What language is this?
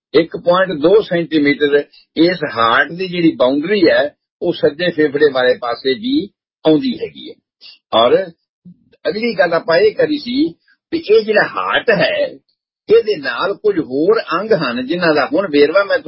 Punjabi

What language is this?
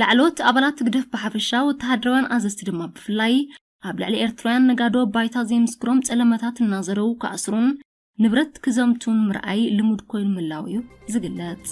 Tigrinya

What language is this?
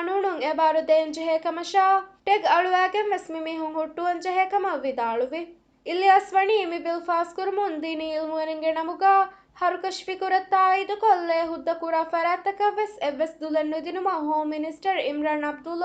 Divehi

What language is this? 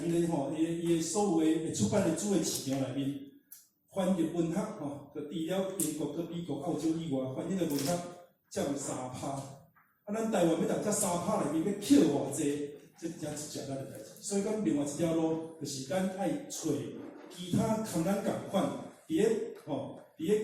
Min Nan Chinese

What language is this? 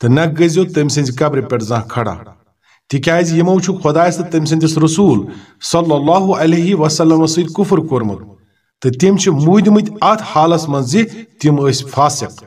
Kashmiri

